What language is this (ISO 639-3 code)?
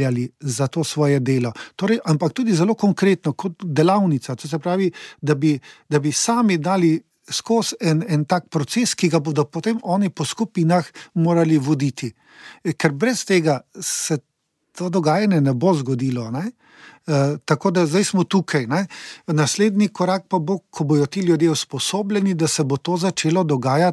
slv